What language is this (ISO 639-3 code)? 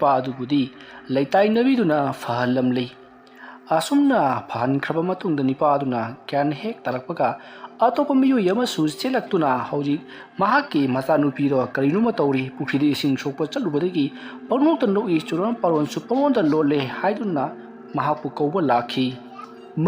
mni